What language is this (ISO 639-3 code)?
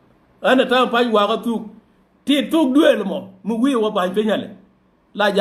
nus